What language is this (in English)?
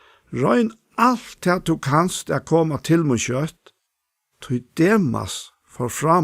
Faroese